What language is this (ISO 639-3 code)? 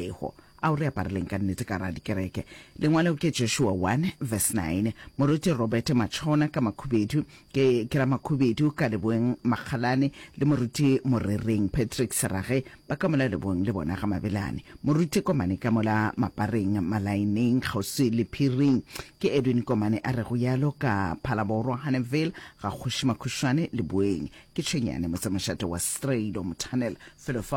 nso